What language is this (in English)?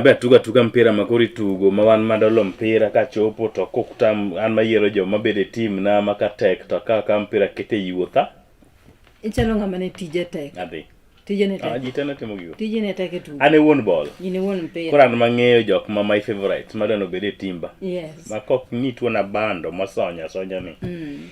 Luo (Kenya and Tanzania)